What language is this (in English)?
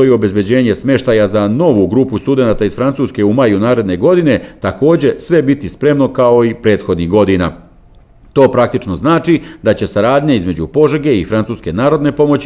Serbian